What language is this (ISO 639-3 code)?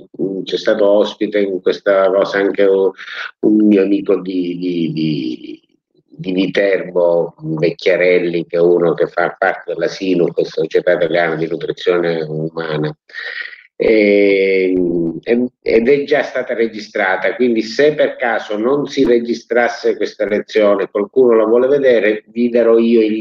ita